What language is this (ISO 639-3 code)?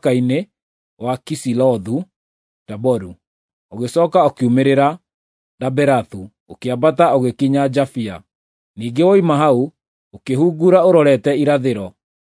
kik